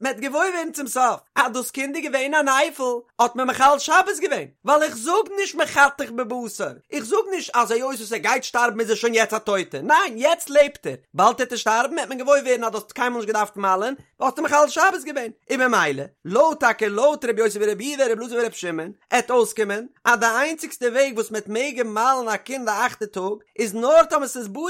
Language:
Yiddish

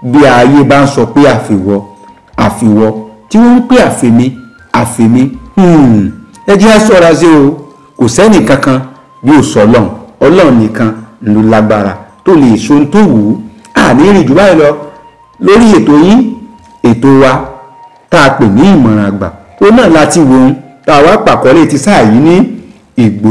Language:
Yoruba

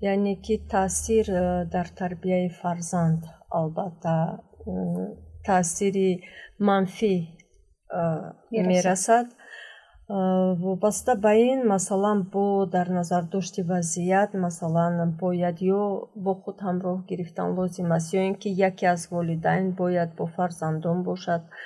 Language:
Tajik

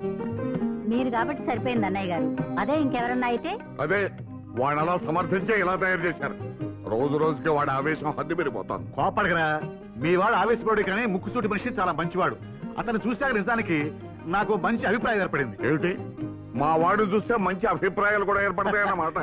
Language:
Telugu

